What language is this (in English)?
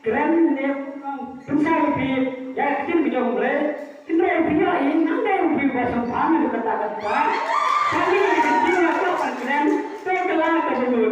Khasi